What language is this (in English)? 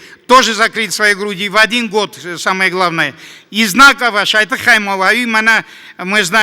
Ossetic